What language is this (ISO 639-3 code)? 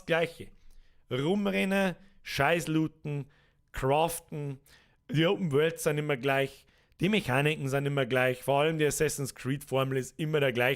bar